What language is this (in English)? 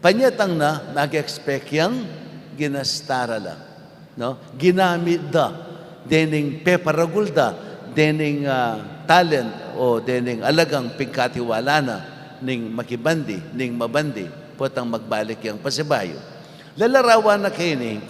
Pampanga